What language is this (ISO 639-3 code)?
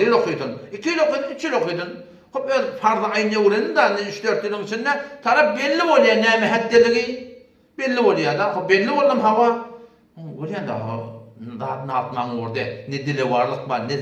tuk